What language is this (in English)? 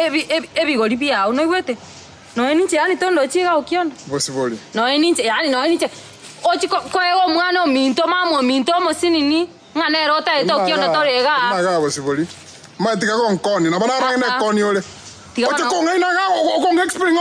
Gusii